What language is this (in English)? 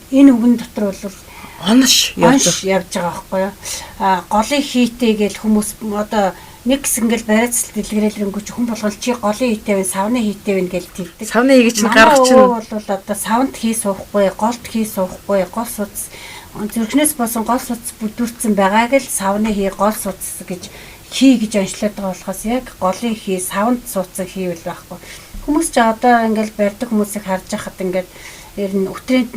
Mongolian